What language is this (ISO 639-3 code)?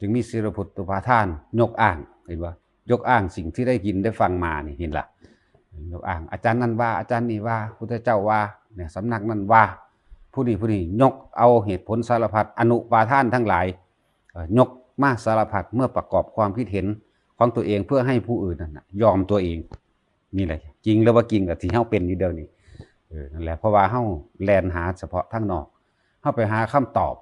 tts